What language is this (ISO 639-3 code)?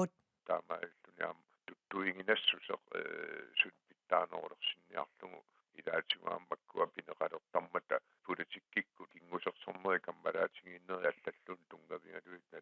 kal